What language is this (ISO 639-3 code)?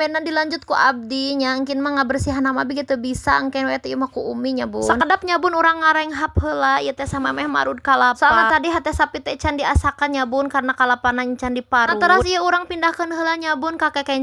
sun